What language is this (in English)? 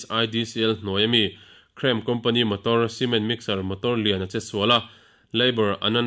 Mizo